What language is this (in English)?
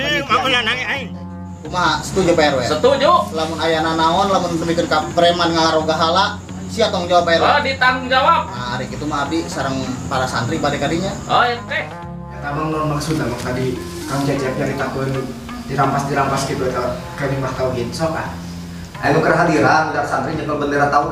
Sundanese